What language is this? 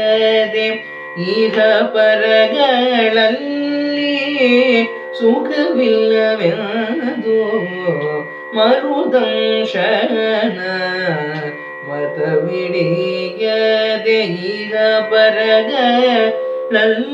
Kannada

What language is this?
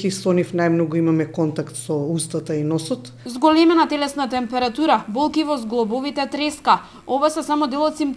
Macedonian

